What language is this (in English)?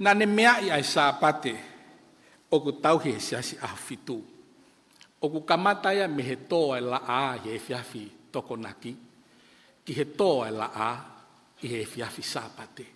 Tongan